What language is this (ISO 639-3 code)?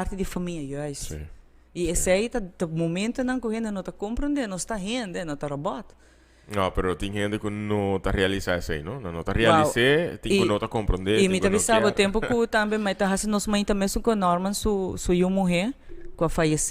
pap